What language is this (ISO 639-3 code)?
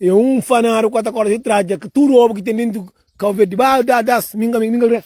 kea